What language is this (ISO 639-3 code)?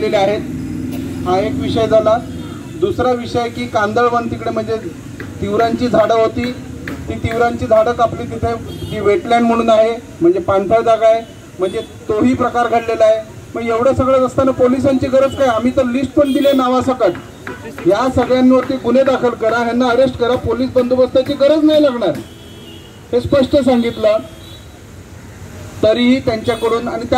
mar